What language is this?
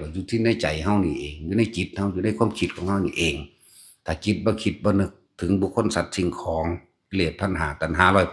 Northeastern Thai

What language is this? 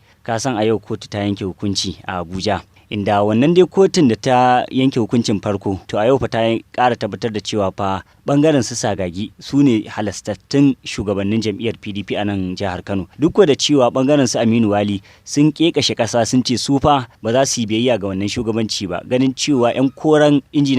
Hausa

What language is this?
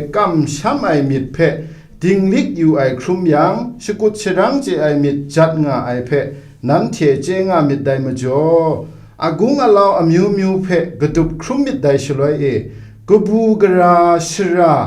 Kachin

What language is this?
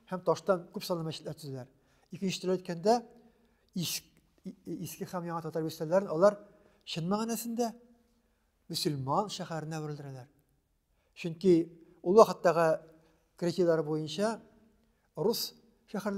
Tatar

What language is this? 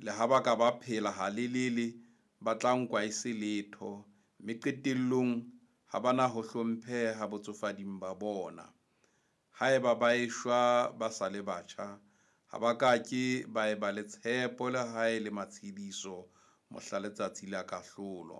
Southern Sotho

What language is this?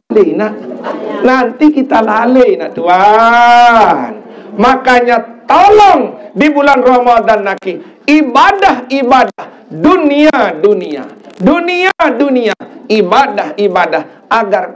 Sasak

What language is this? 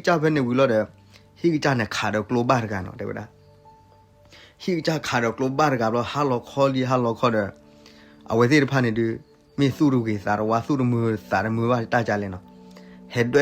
S'gaw Karen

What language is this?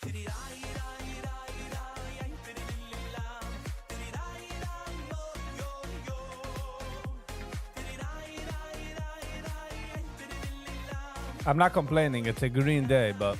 Yiddish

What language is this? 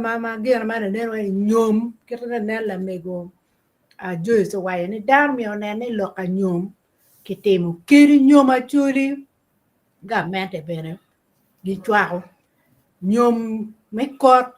Acoli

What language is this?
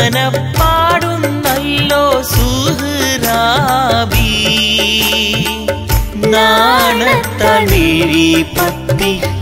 Malayalam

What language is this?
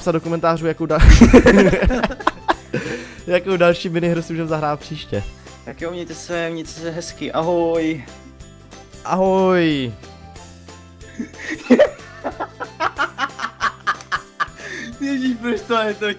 Czech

